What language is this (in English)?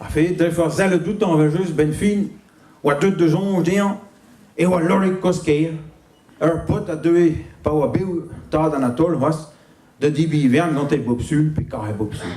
Breton